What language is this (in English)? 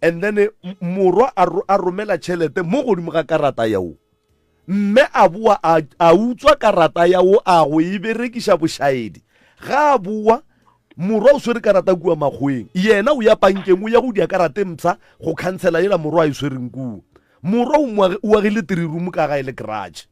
Northern Sotho